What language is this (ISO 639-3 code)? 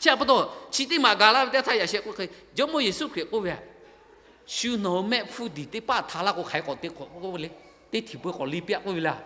lhu